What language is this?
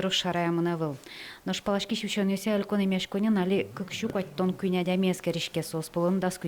Udmurt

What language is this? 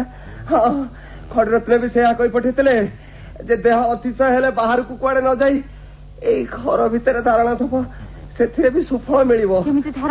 Odia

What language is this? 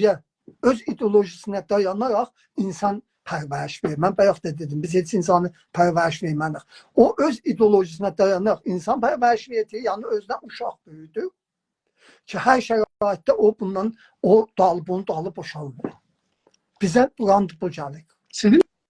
South Azerbaijani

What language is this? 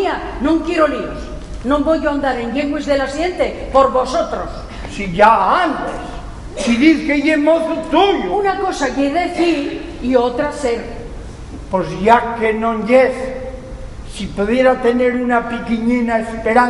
Asturian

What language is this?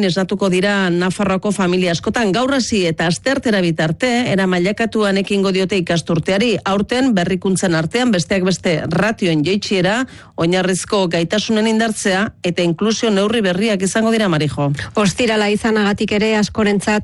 Basque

